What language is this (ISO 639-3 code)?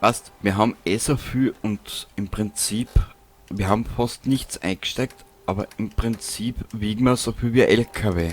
bar